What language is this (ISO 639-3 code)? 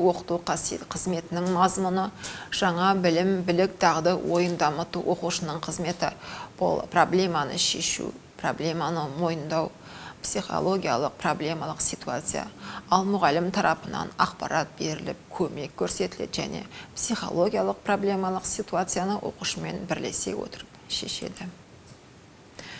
kaz